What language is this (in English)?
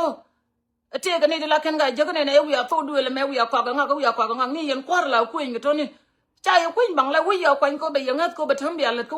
Nuer